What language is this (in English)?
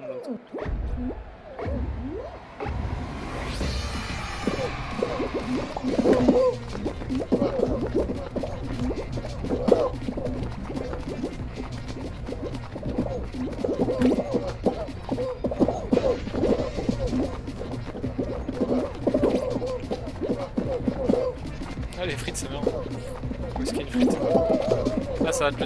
French